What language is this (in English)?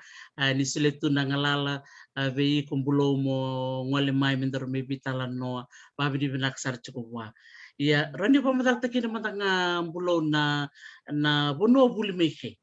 Fijian